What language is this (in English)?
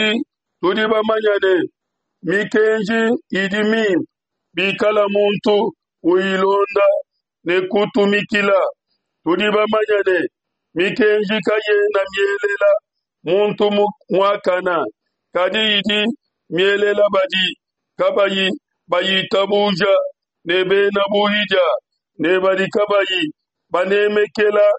Luba-Lulua